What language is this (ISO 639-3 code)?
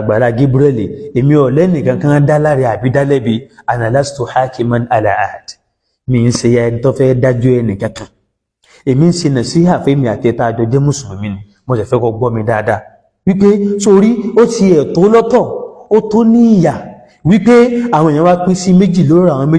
yor